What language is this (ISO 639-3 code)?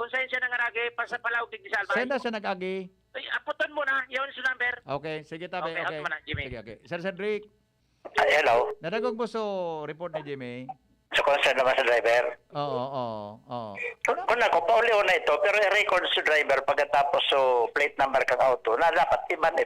bik